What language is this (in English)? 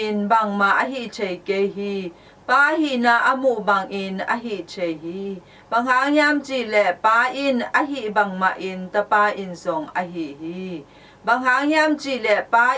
Tedim Chin